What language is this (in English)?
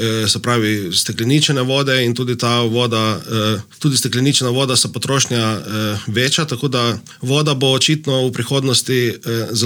Slovenian